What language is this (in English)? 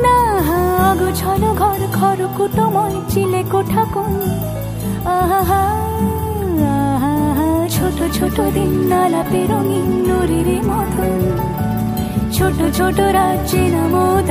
Bangla